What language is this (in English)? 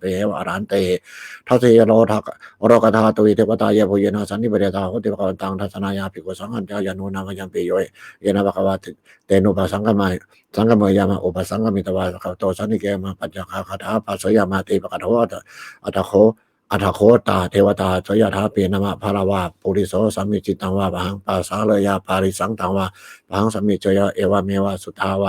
Pali